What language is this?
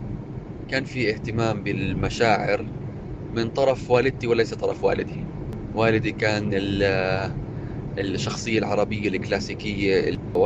North Levantine Arabic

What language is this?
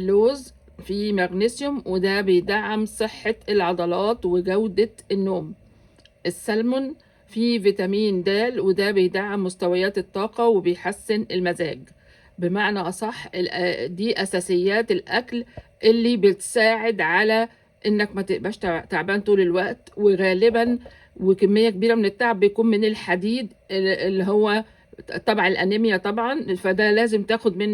Egyptian Arabic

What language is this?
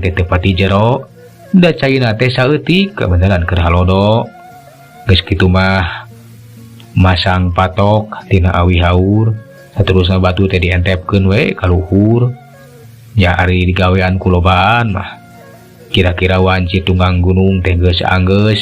Sundanese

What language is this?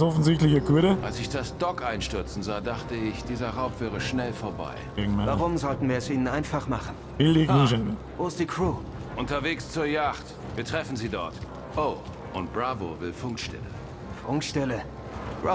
Bavarian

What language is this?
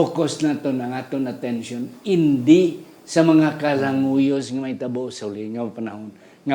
Hiligaynon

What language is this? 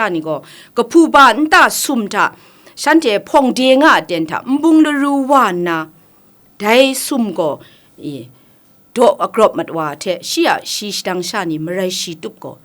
Kachin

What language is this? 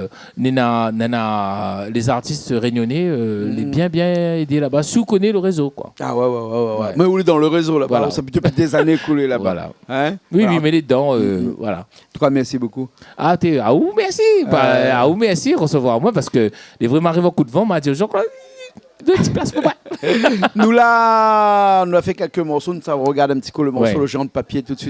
Réunion Creole French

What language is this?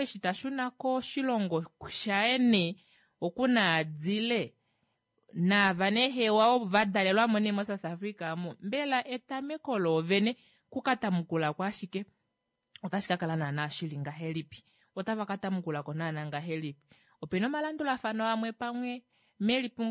Kuanyama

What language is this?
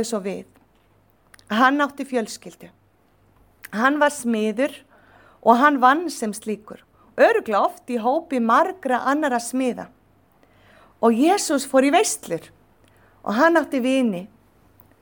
Icelandic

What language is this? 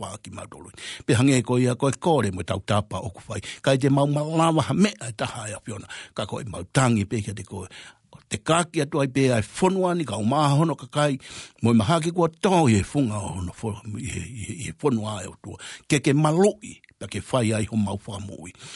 Tongan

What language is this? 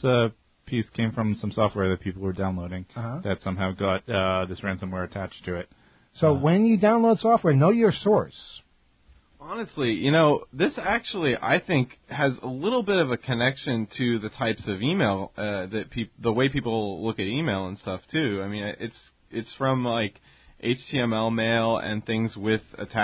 English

